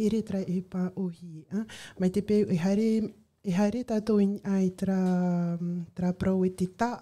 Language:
Tahitian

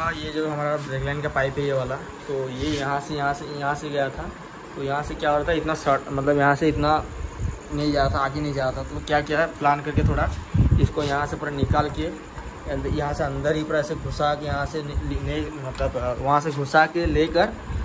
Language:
Hindi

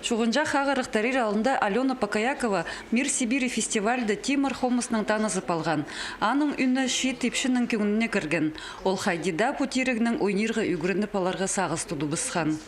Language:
Khakas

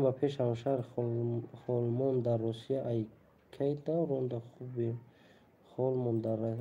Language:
Tajik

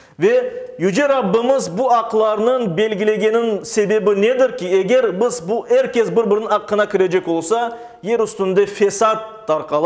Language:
Crimean Tatar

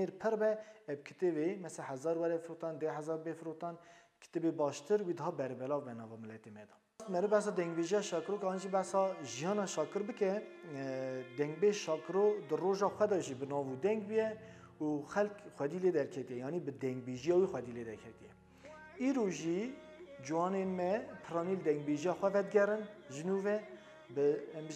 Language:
Kurdish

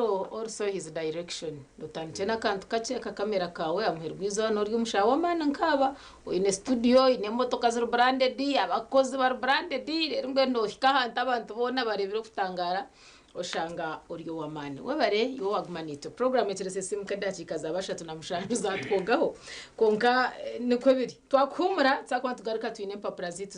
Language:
Nyankole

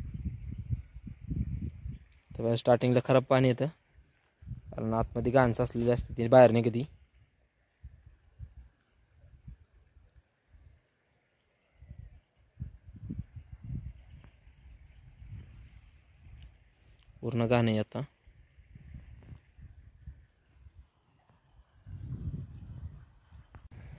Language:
Marathi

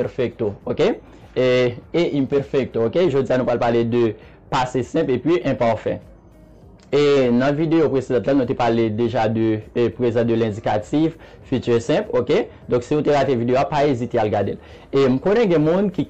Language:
Haitian Creole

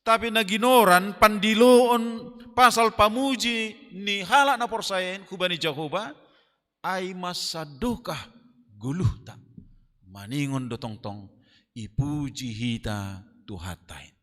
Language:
Batak Simalungun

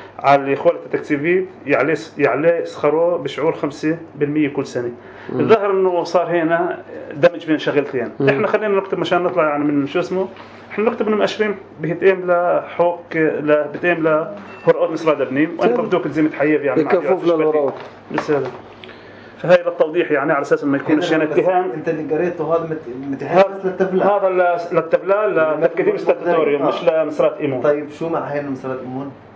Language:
North Levantine Arabic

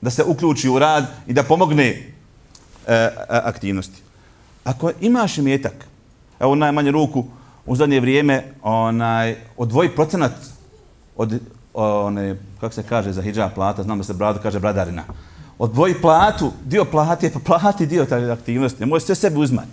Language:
Bosnian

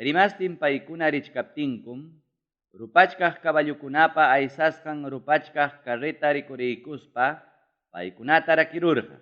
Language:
Ayacucho Quechua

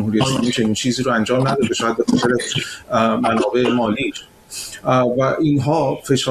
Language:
Persian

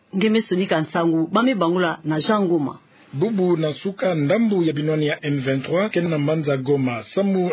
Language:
Kituba (Democratic Republic of Congo)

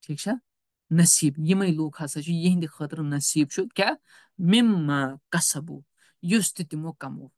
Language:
Kashmiri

